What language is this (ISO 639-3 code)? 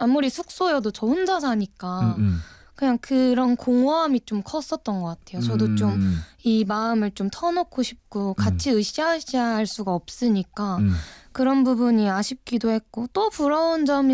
kor